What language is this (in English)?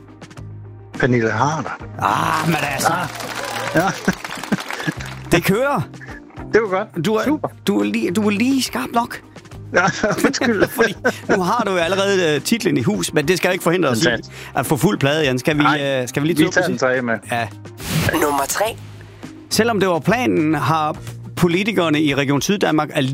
Danish